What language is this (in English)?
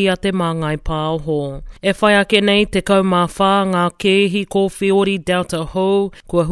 Māori